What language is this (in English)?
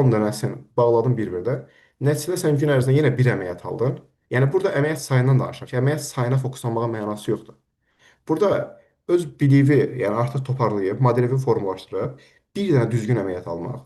Azerbaijani